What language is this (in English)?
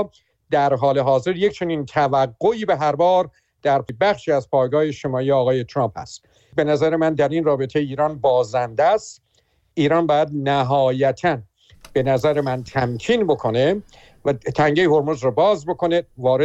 Persian